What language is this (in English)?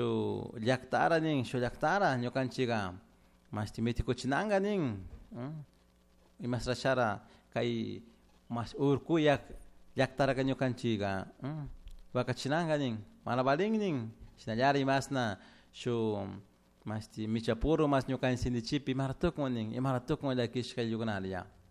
Chimborazo Highland Quichua